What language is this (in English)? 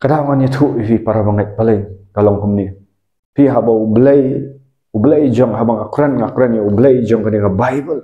Khasi